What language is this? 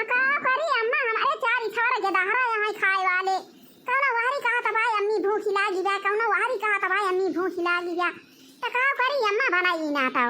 Awadhi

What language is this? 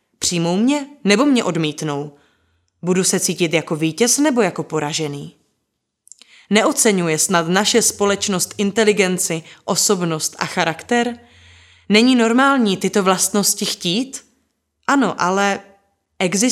Czech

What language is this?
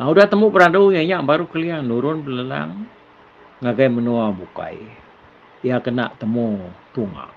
Iban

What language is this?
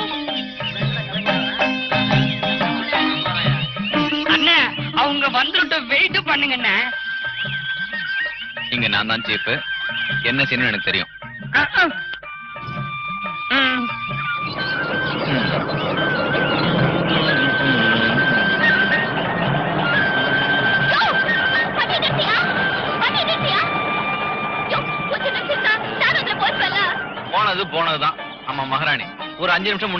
Tamil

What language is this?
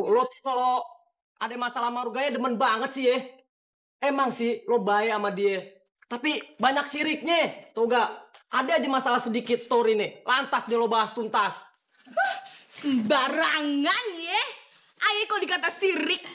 Betawi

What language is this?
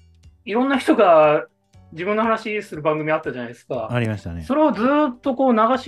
Japanese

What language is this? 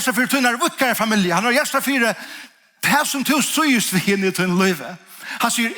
Faroese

